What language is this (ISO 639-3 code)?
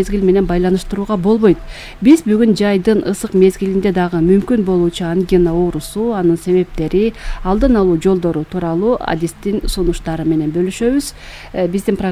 kir